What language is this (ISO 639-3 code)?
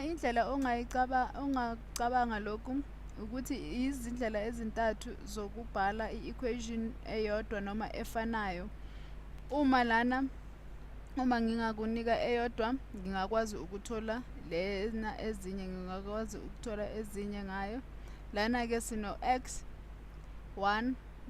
zul